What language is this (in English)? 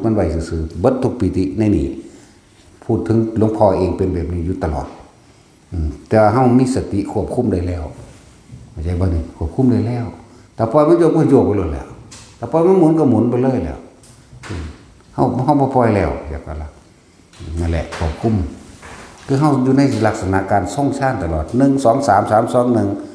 Northeastern Thai